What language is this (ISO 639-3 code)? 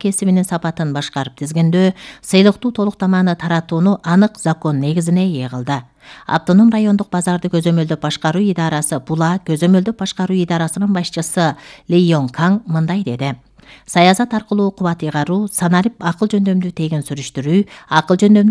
kir